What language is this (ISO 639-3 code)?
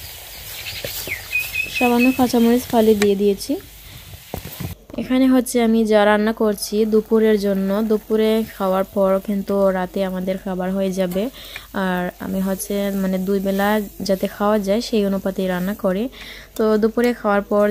ben